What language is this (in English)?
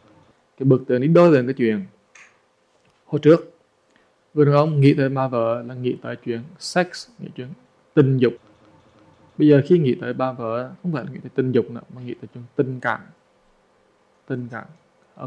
Vietnamese